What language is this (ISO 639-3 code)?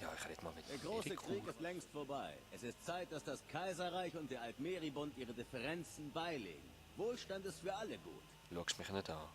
gsw